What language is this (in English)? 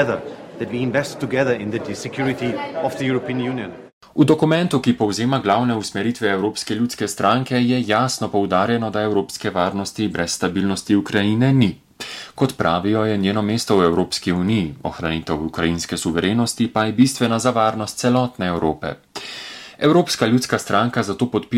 Slovenian